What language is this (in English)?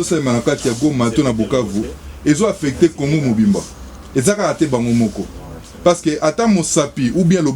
Lingala